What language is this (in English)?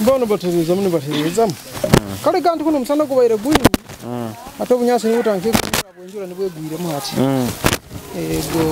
Nyoro